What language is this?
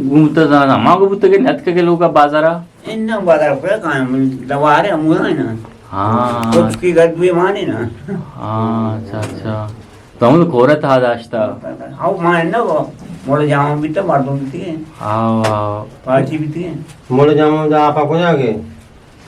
Eastern Balochi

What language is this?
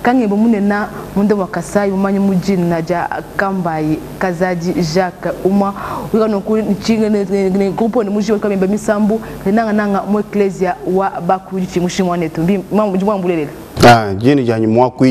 Luba-Lulua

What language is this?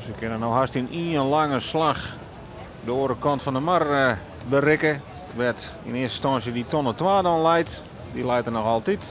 Western Frisian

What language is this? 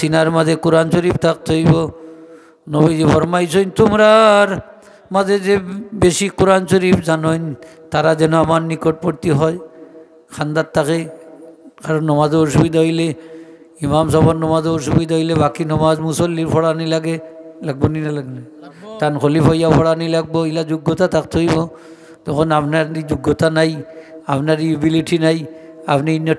Sylheti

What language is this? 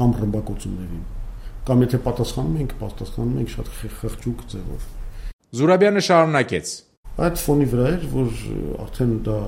Armenian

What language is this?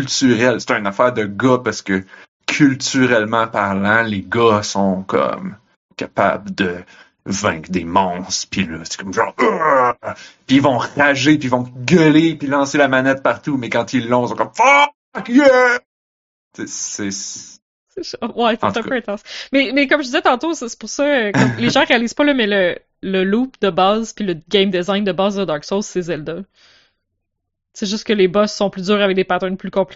French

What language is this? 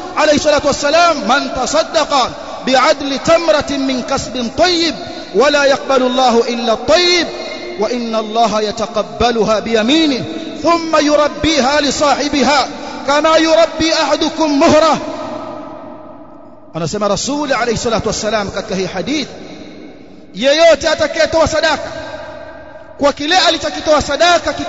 Swahili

